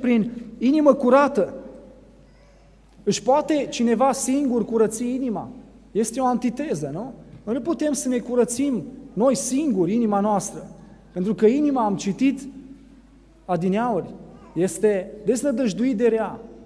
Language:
Romanian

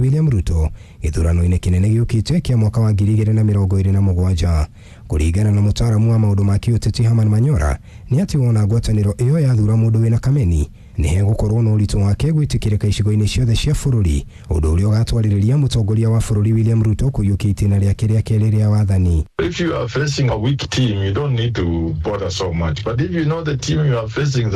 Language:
Kikuyu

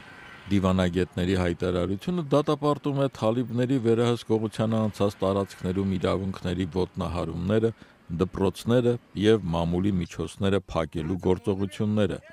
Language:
Armenian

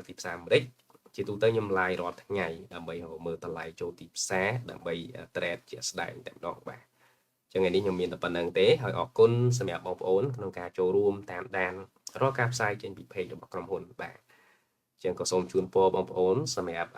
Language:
Khmer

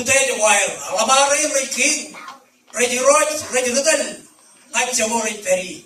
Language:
Marshallese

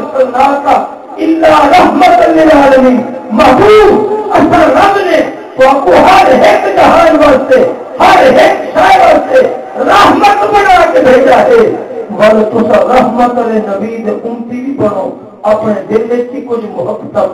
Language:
Saraiki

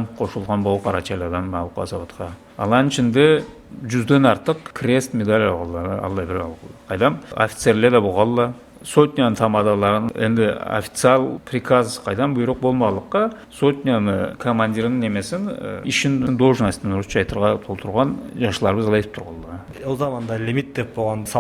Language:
Karachay-Balkar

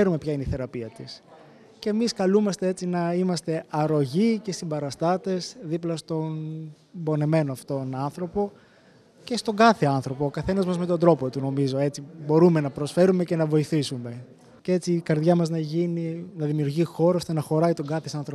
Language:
Greek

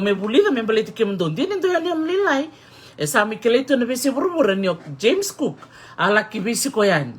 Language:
Fijian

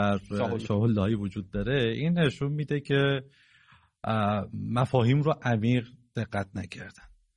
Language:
Persian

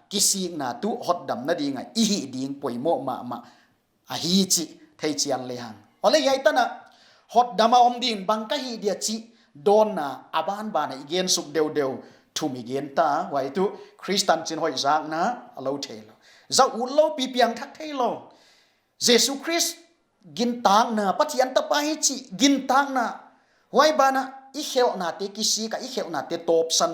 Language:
Paite Chin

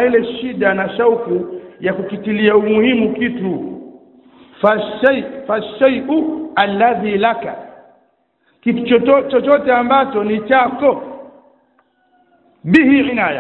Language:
Swahili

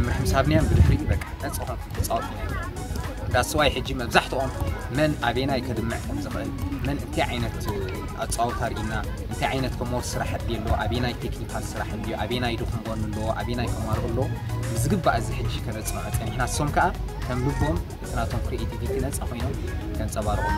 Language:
Tigrinya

